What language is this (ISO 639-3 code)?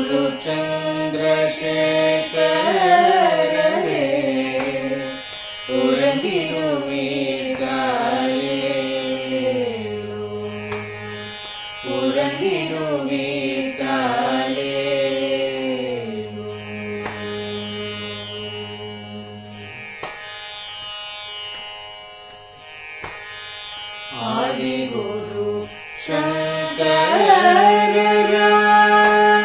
tam